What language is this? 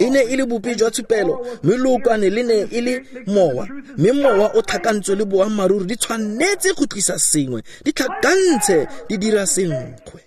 Tswana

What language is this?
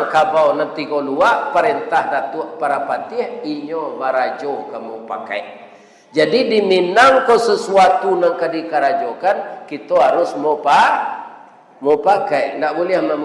Minangkabau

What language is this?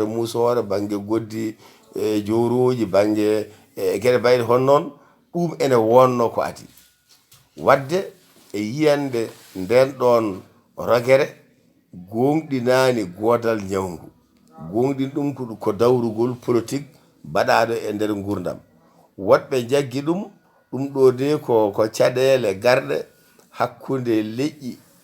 Fula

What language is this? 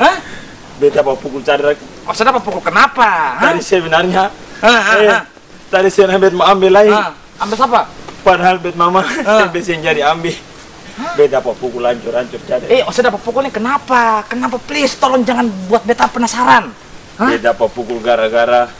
Ambonese Malay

